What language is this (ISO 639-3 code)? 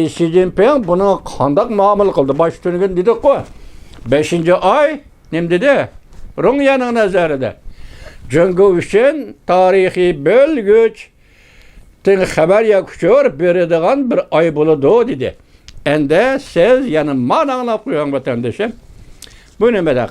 uig